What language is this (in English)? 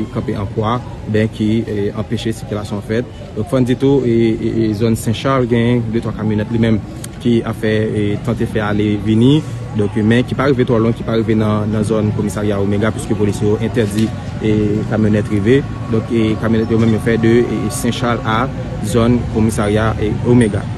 Haitian Creole